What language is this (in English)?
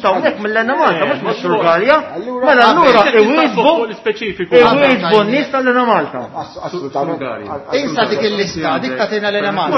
Maltese